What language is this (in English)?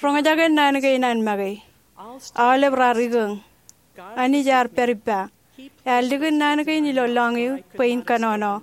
Marshallese